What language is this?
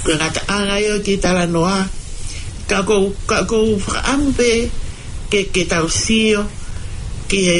Tongan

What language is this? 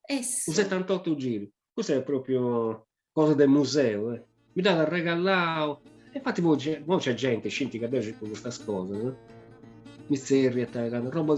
Sardinian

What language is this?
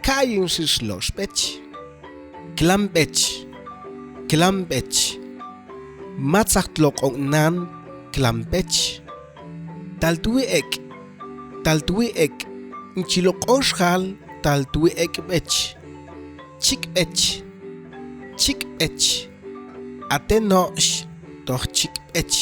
Mam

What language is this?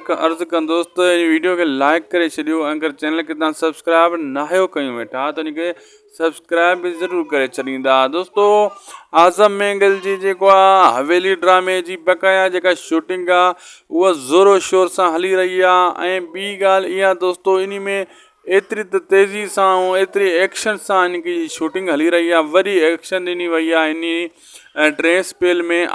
Sindhi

